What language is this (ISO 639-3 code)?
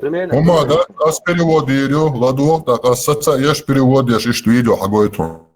che